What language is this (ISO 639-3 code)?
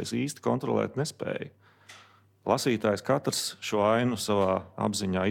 lav